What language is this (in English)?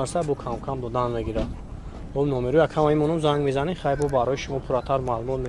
Tajik